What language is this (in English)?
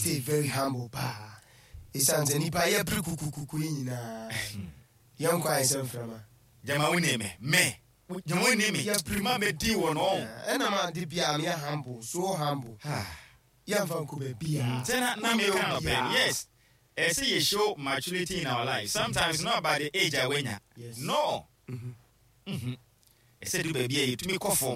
Akan